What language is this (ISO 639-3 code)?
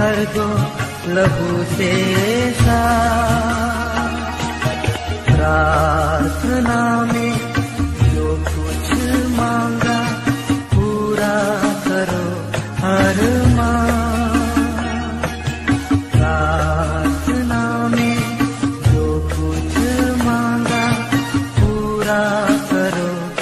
hin